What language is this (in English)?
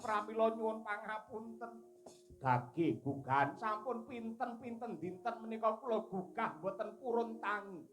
Javanese